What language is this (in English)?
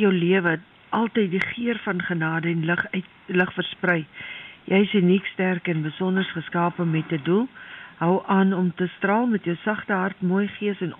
Afrikaans